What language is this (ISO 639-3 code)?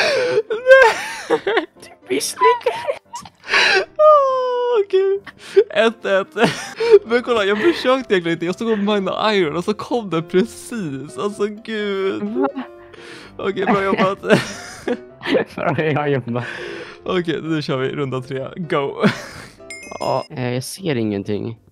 swe